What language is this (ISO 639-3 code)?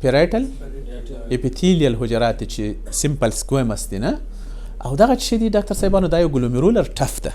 pus